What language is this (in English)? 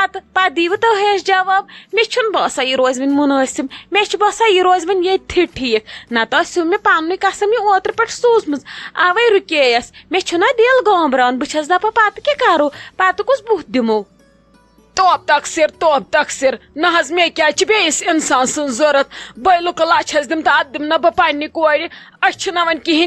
Kashmiri